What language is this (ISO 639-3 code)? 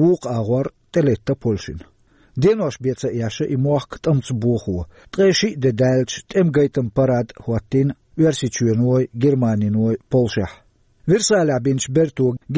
che